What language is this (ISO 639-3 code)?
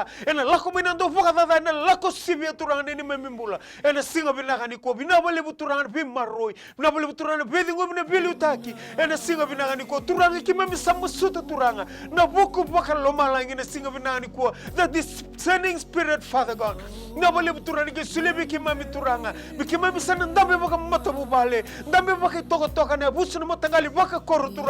fij